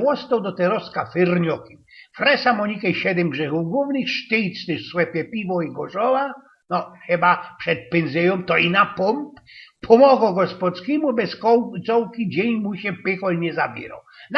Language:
Silesian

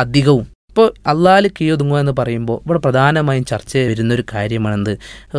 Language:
Malayalam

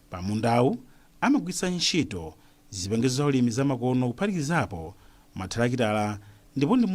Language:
Nyanja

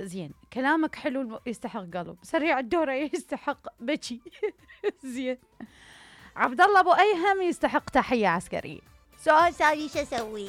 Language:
Mesopotamian Arabic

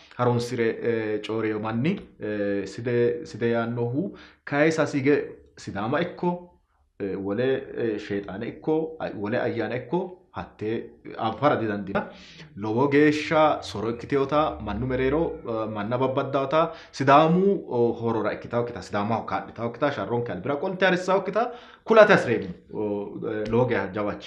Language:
Sidamo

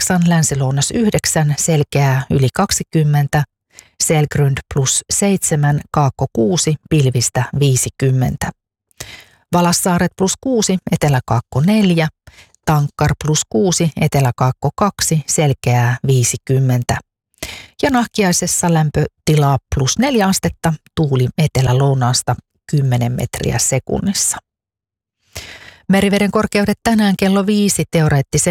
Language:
Finnish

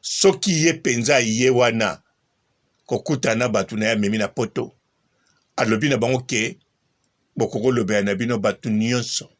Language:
Lingala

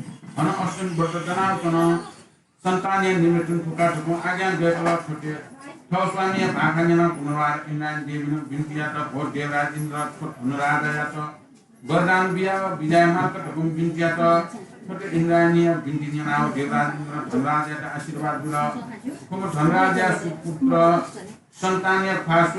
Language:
Newari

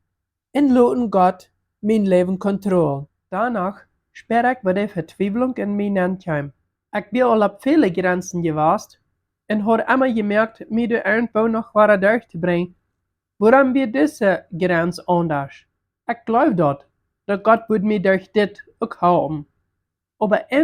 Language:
Plautdietsch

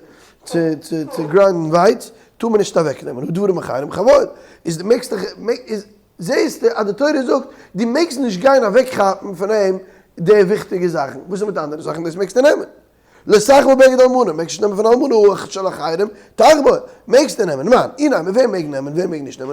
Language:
Yiddish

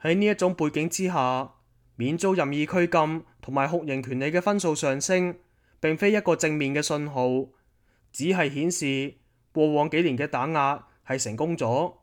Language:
Cantonese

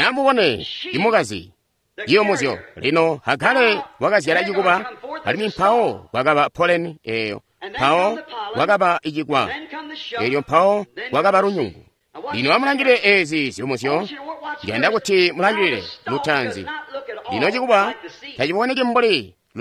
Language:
Tonga (Zambia)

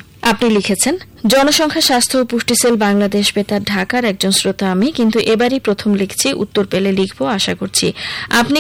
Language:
Bangla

